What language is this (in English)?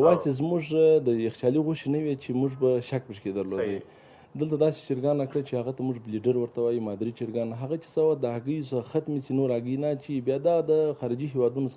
Pashto